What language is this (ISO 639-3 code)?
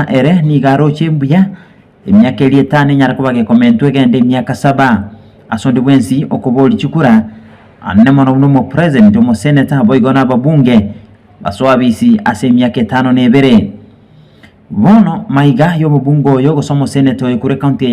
guz